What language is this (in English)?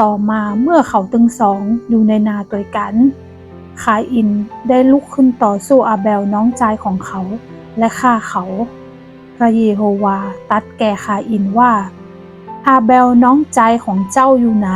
Northern Thai